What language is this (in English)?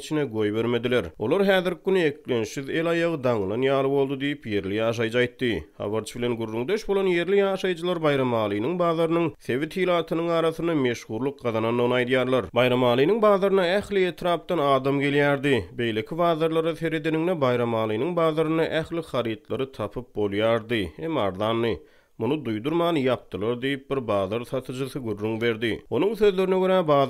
Turkmen